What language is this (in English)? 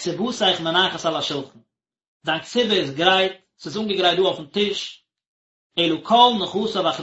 Yiddish